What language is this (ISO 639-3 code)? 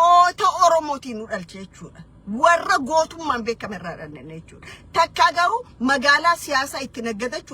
orm